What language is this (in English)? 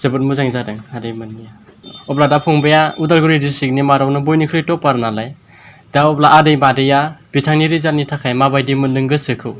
Bodo